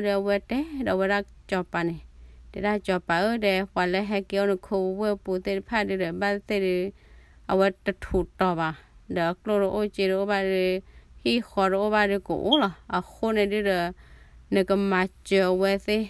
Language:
S'gaw Karen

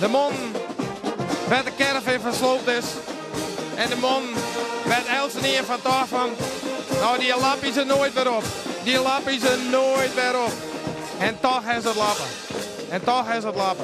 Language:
Western Frisian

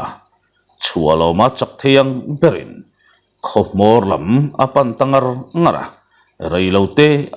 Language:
Mizo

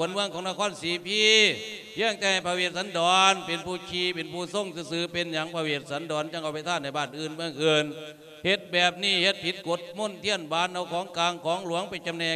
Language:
Northeastern Thai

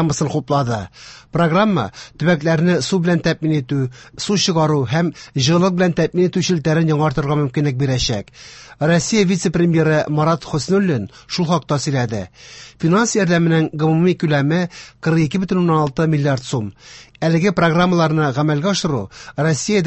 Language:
Tatar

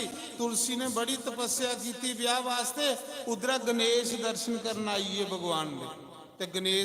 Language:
Dogri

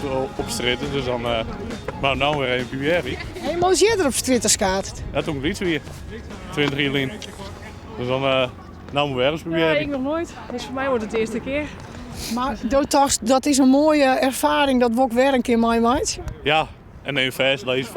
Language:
Western Frisian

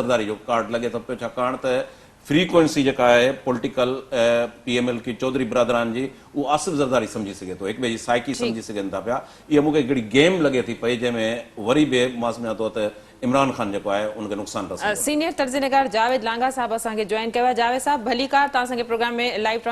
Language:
Sindhi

